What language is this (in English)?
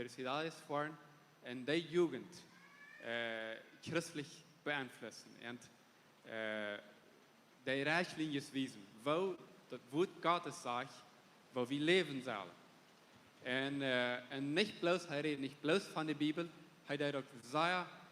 Plautdietsch